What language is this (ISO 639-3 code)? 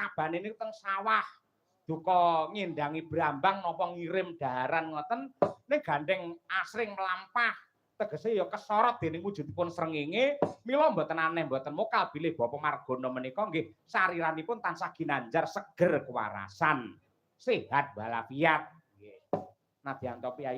jav